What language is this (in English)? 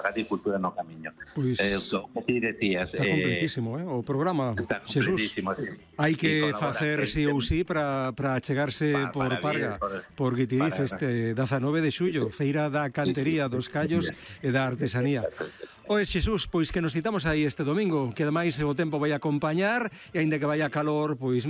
Galician